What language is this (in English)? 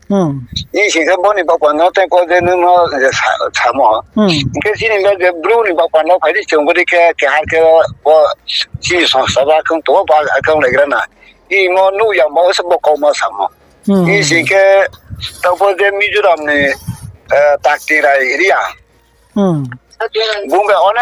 Riang (India)